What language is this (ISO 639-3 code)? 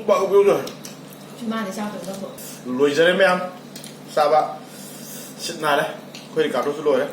mni